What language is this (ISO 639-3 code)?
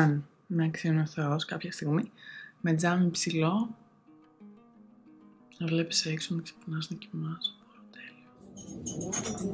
ell